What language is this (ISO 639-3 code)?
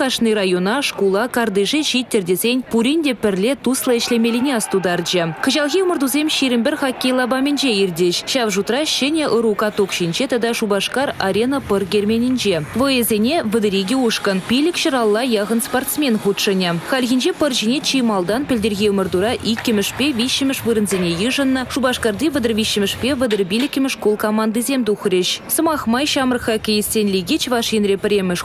chv